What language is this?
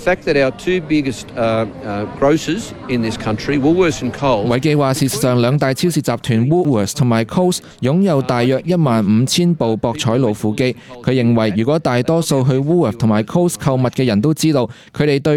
Cantonese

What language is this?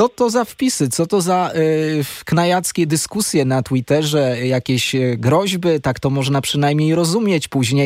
Polish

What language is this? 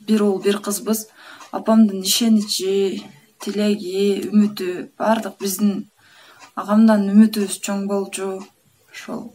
Kyrgyz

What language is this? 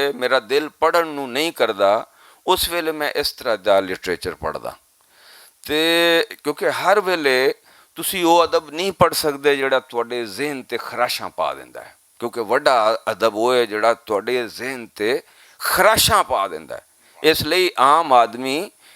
Western Panjabi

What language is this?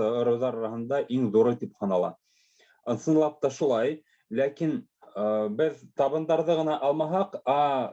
Bashkir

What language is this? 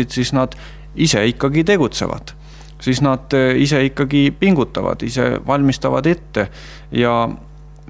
Estonian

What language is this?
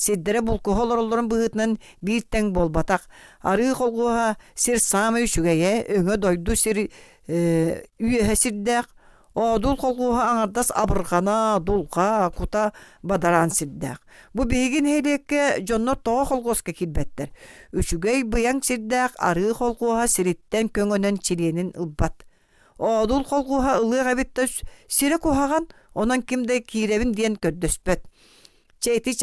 Yakut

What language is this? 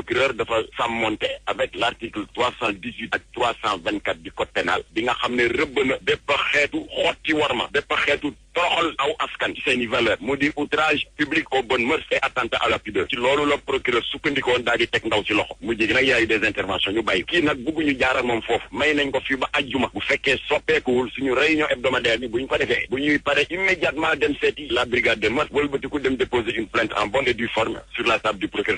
Wolof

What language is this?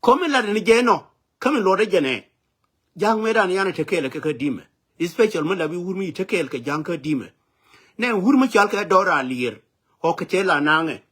Nuer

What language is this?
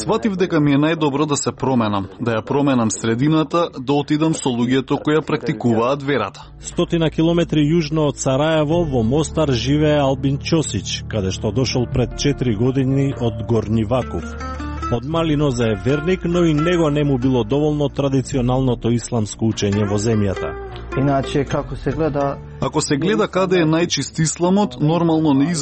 Macedonian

